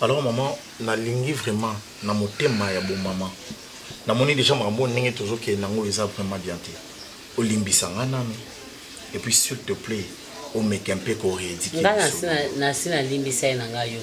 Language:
Lingala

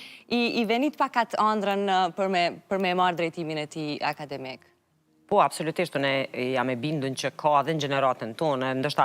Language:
Albanian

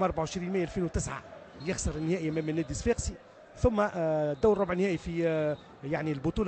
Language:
Tunisian Arabic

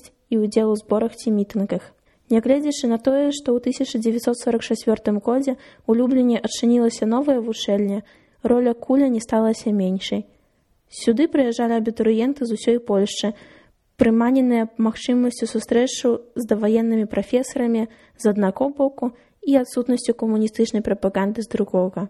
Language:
Belarusian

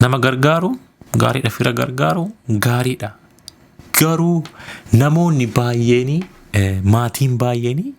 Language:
Oromo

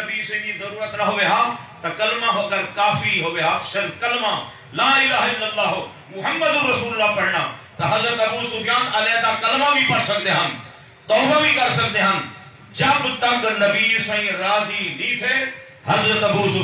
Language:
Saraiki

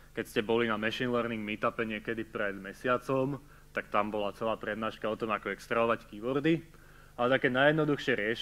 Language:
Slovak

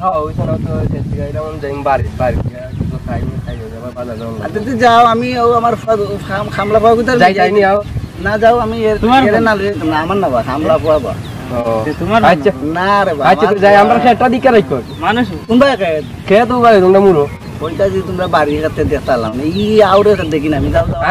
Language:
Sylheti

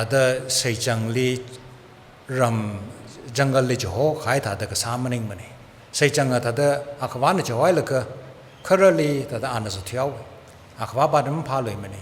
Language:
Tangkhul Naga (India)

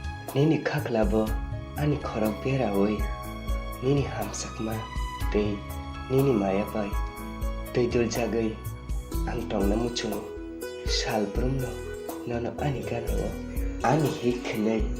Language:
Kok Borok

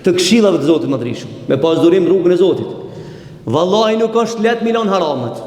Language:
Albanian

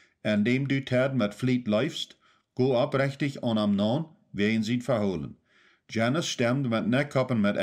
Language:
Plautdietsch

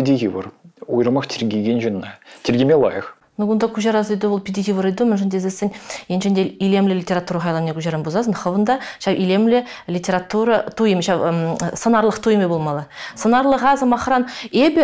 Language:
Chuvash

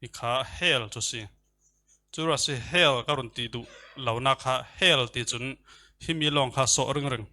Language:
Falam Chin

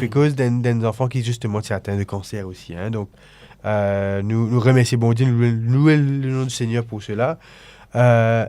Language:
Morisyen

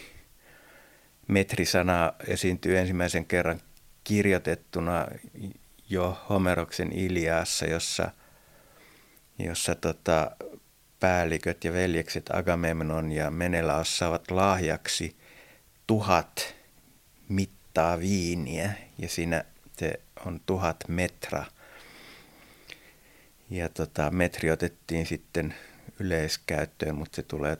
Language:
Finnish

